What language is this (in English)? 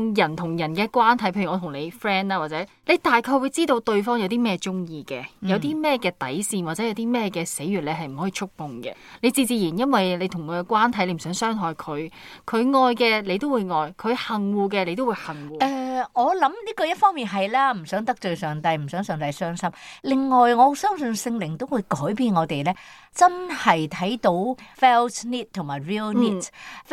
Cantonese